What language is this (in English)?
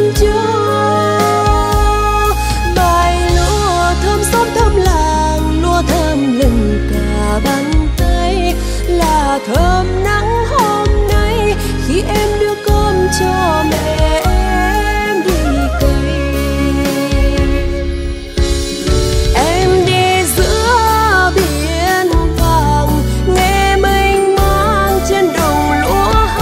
Vietnamese